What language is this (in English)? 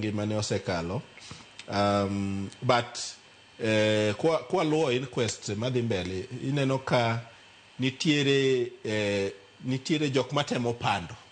Luo (Kenya and Tanzania)